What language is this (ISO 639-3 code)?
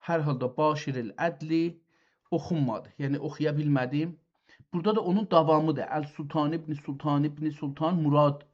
azb